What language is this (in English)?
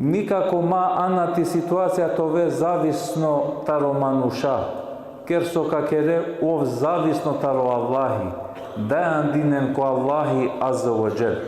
Balkan Romani